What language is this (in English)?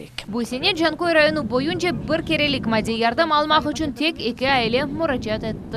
Crimean Tatar